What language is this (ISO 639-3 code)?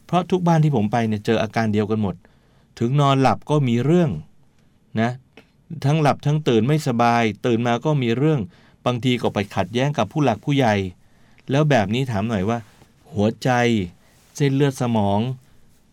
tha